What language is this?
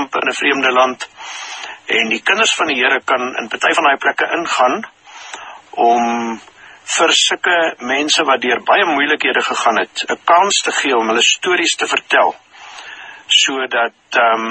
Afrikaans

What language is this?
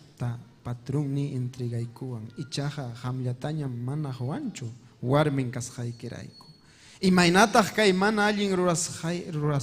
Ayacucho Quechua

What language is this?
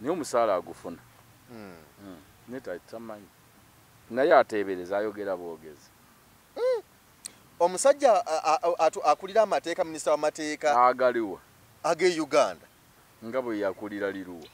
Ganda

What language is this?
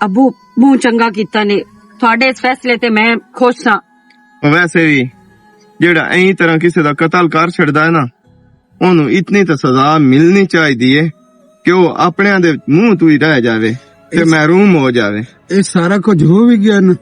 Western Panjabi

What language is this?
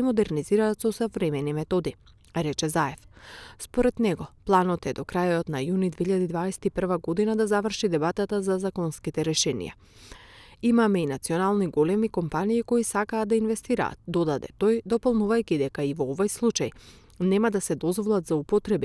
Macedonian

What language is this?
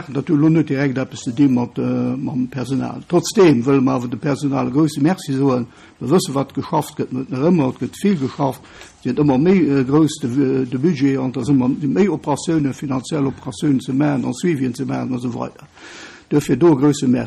Luxembourgish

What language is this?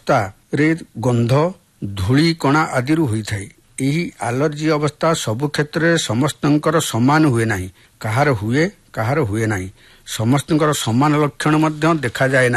Odia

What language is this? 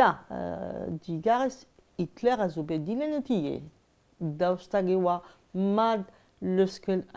Breton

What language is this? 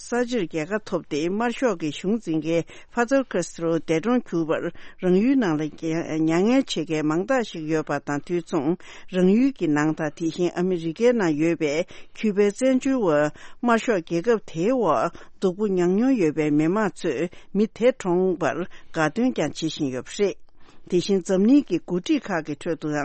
Tibetan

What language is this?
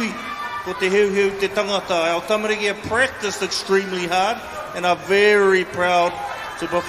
Māori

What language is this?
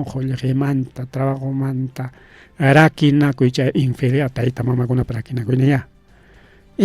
Ayacucho Quechua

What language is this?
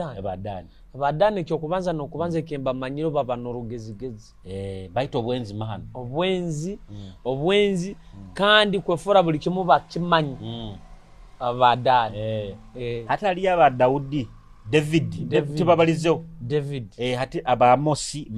Nyoro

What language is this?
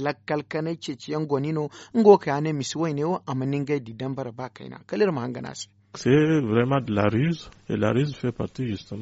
Zarma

